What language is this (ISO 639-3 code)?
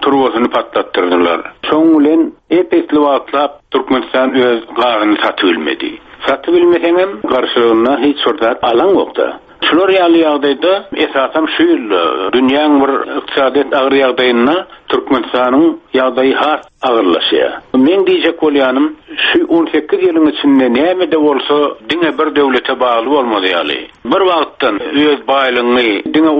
tuk